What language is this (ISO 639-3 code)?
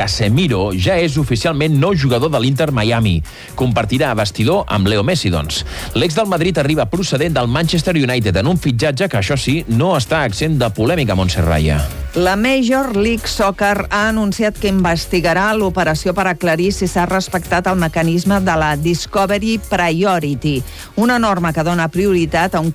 cat